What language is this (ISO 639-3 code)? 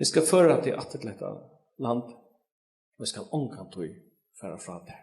fao